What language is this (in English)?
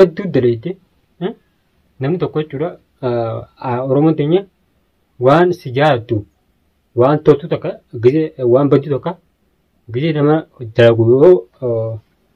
Oromo